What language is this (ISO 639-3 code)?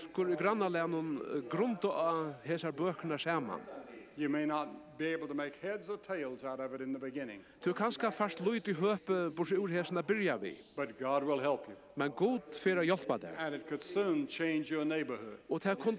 fao